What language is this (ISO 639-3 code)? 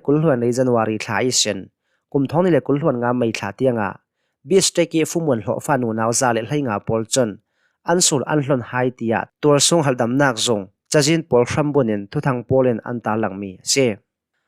cnh